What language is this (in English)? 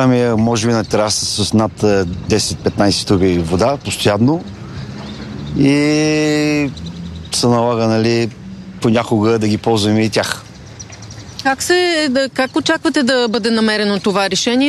Bulgarian